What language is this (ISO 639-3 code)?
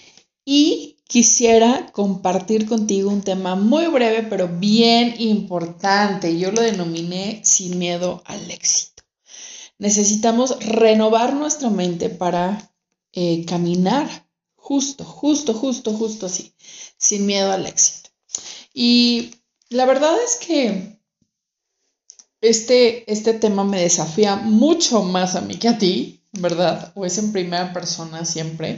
spa